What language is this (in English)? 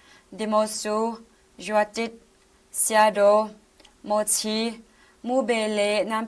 Hakha Chin